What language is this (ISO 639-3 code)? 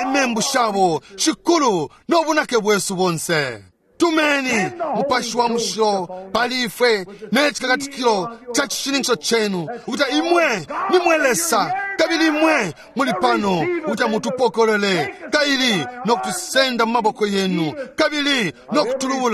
bem